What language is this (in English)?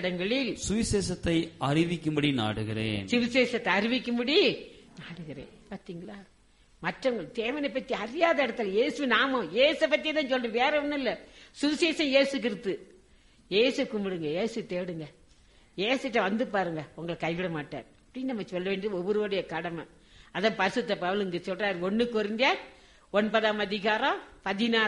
Tamil